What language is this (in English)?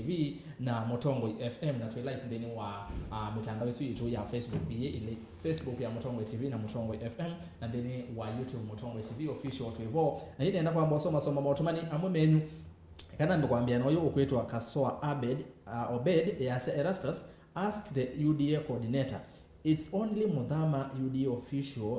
Kamba